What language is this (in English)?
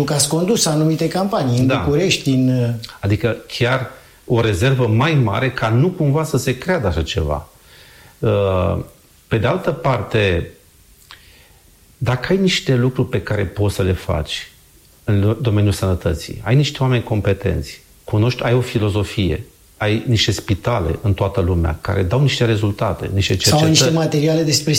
Romanian